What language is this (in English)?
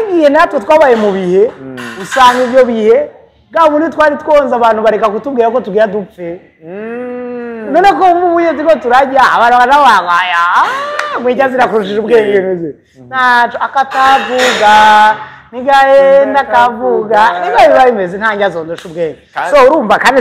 Rundi